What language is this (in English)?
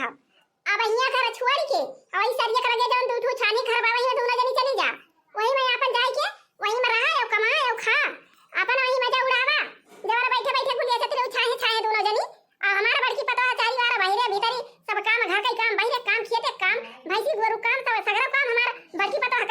Awadhi